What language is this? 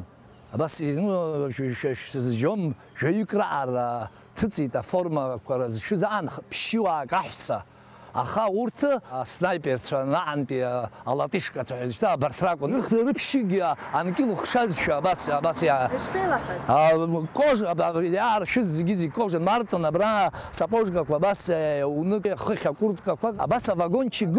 Abkhazian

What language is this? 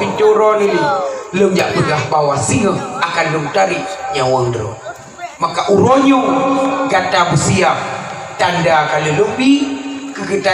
Achinese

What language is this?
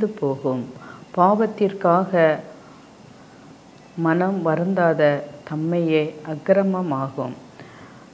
Tamil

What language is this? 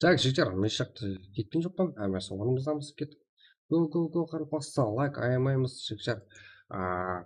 Kara-Kalpak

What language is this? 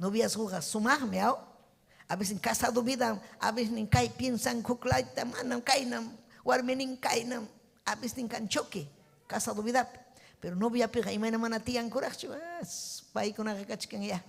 Ayacucho Quechua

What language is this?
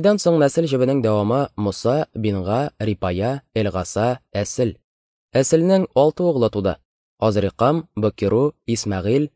Tatar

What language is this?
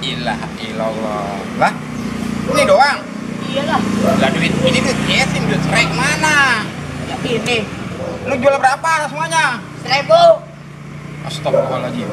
Betawi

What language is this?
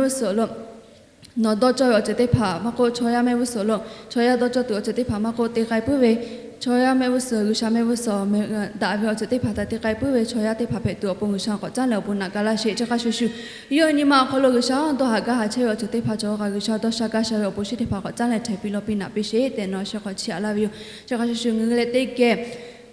Lahu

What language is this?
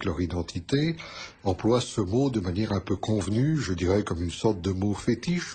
French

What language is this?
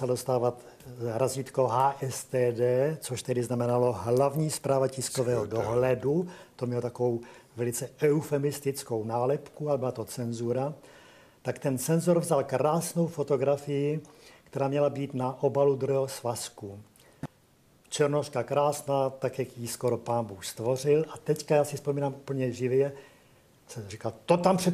Czech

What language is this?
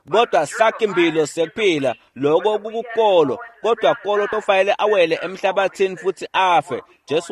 Swati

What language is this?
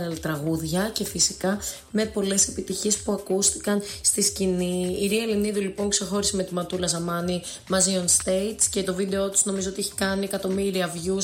Greek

